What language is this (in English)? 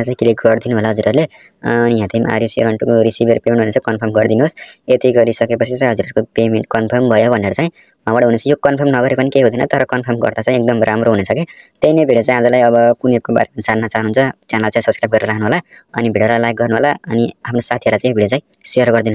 Nepali